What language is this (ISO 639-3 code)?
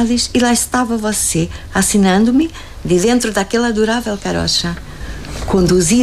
por